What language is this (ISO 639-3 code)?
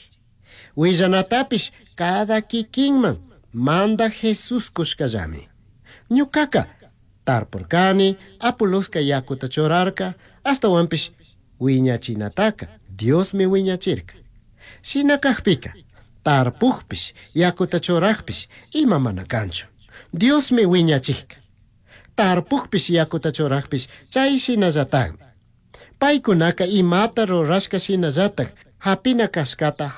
qug